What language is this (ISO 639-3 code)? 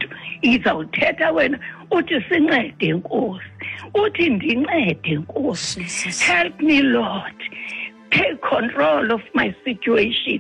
xho